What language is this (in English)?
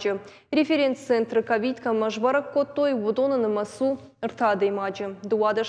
Ossetic